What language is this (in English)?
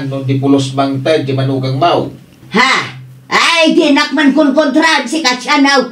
Iloko